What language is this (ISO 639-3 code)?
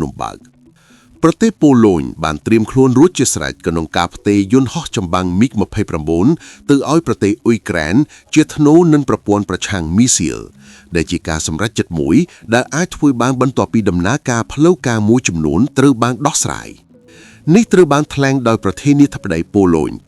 khm